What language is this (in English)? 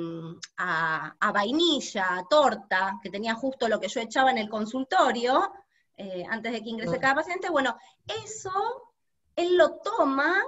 Spanish